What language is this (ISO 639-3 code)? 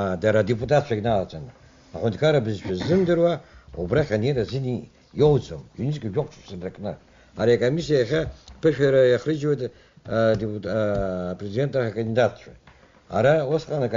abk